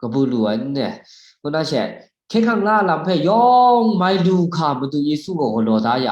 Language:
Kachin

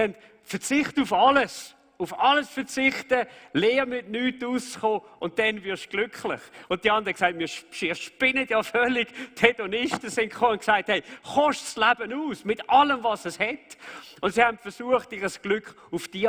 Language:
Swiss German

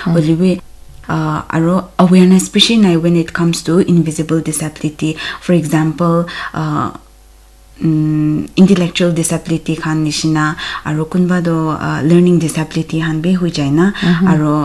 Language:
Naga Pidgin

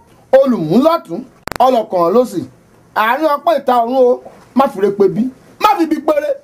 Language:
Yoruba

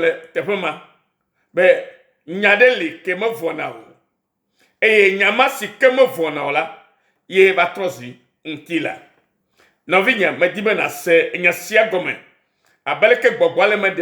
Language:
Ewe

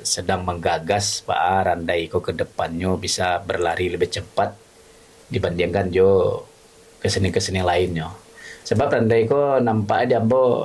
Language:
Minangkabau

